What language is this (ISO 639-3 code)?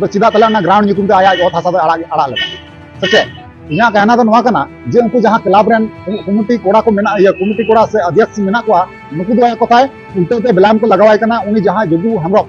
sat